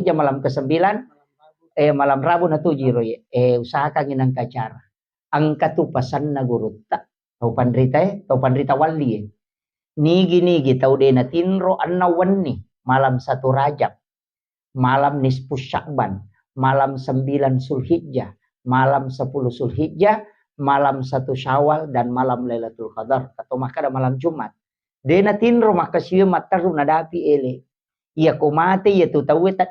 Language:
Buginese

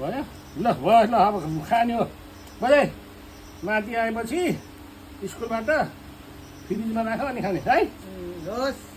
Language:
Nepali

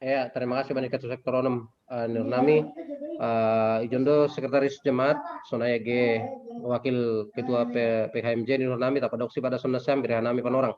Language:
Batak Simalungun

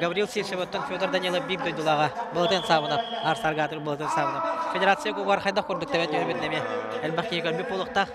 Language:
Yakut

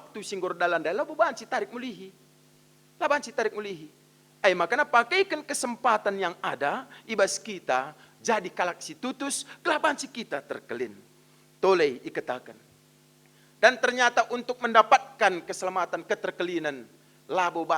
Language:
Batak Karo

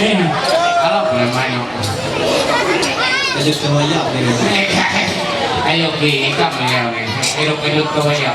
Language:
Ma'anyan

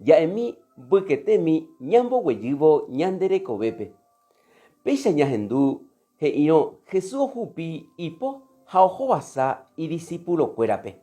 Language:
Guarani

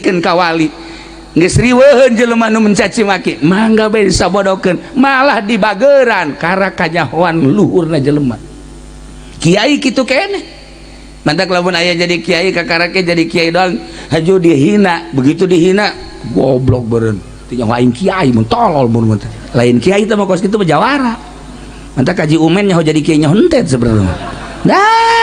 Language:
Sundanese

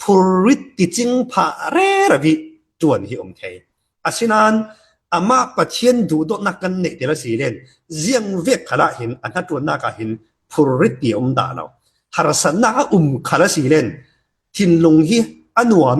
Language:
Falam Chin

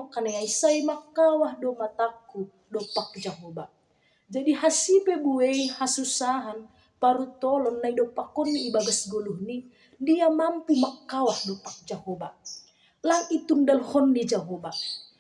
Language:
Batak Simalungun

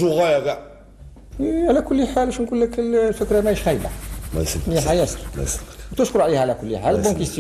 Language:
Algerian Arabic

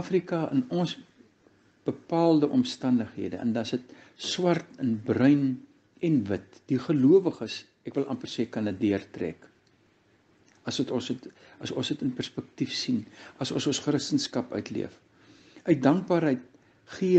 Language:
Afrikaans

